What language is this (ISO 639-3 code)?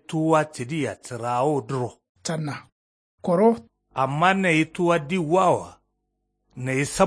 kau